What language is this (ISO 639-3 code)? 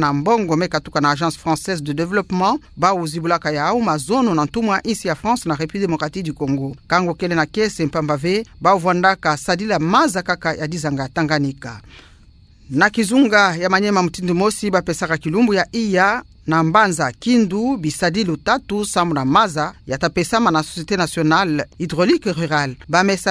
ktu